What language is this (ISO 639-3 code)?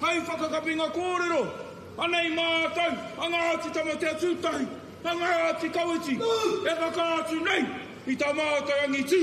mri